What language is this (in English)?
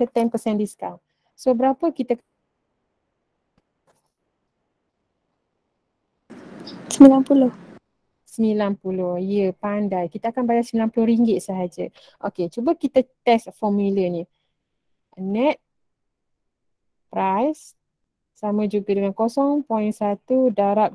Malay